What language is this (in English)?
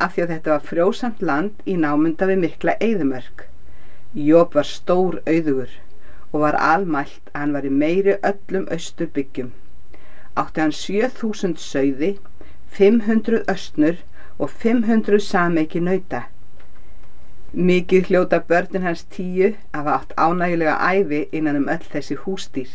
Icelandic